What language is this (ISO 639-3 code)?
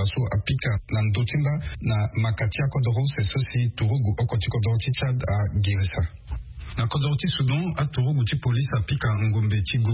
sag